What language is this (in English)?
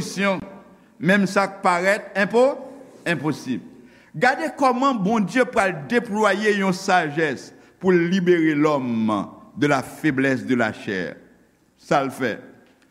Haitian Creole